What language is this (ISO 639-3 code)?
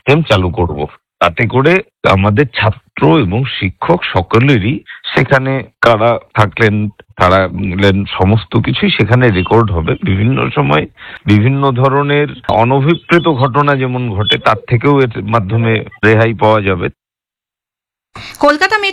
ben